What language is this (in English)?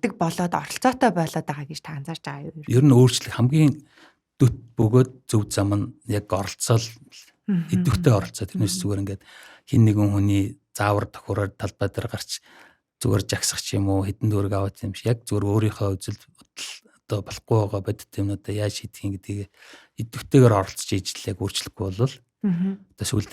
Mongolian